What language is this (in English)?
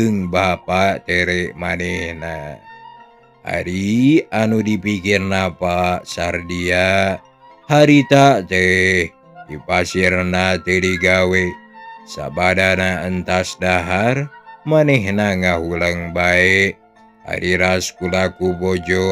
Sundanese